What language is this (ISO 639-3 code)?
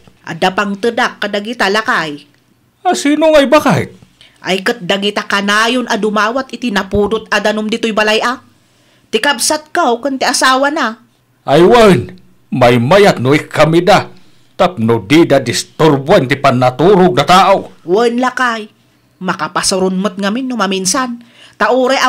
ilo